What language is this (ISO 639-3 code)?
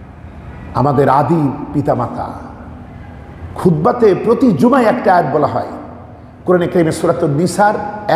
ben